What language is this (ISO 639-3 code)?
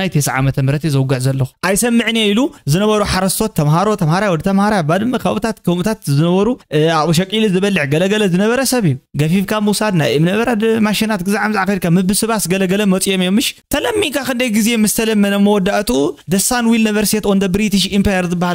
tir